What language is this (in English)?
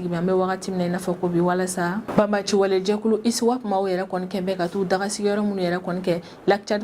Bambara